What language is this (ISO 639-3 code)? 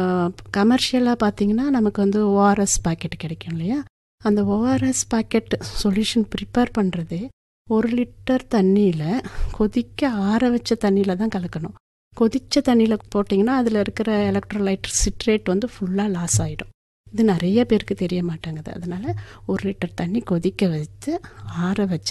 tam